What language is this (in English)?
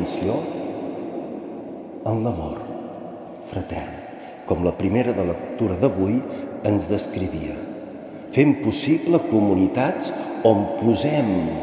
Catalan